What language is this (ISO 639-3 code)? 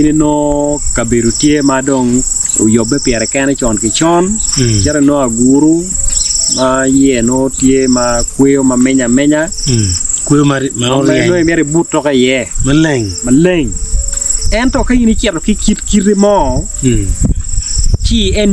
ach